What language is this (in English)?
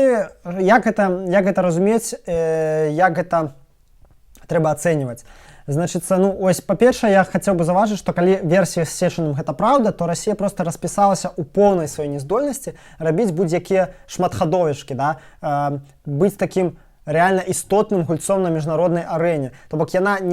Belarusian